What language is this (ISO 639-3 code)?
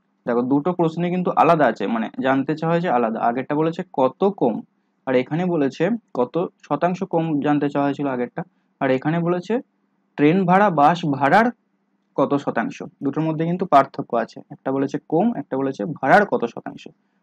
ben